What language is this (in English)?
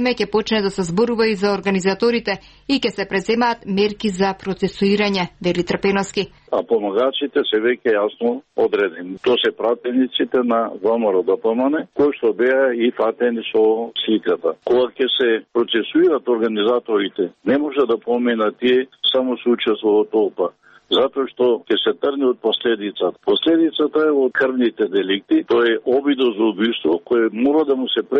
Macedonian